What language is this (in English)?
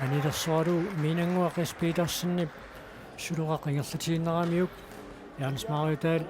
Kalaallisut